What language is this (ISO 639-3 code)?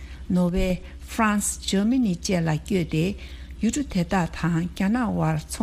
bod